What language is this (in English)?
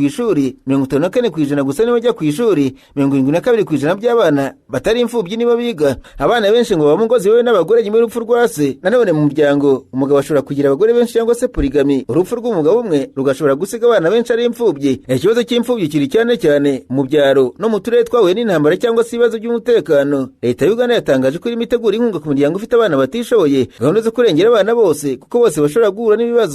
Kinyarwanda